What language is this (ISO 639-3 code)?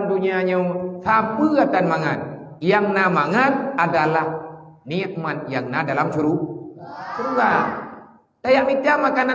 ace